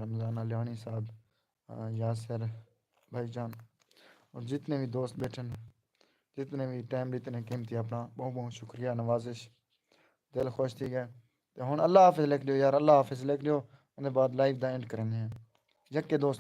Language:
Saraiki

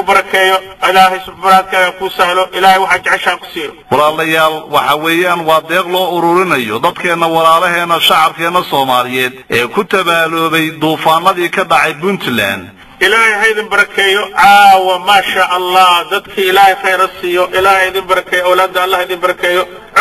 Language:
Somali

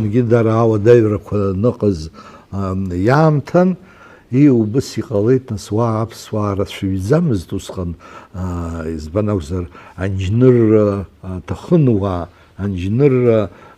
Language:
Abkhazian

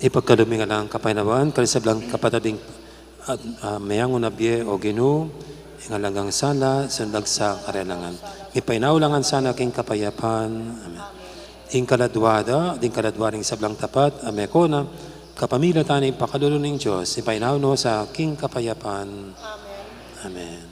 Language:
Pampanga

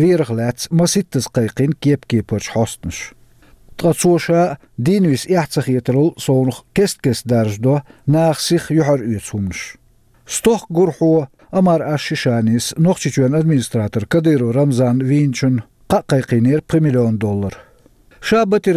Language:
Chechen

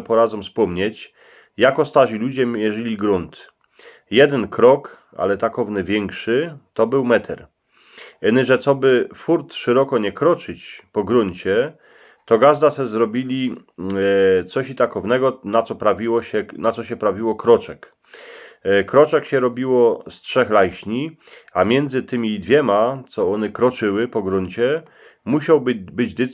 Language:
Silesian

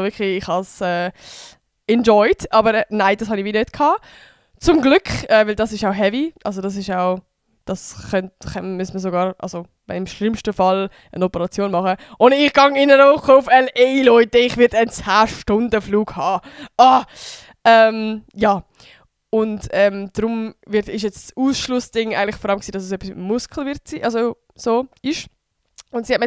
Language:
Swiss German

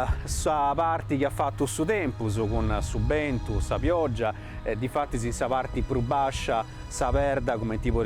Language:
Sardinian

